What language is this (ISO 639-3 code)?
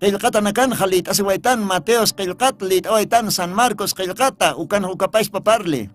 aym